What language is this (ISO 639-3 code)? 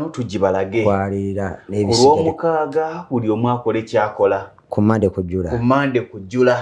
lug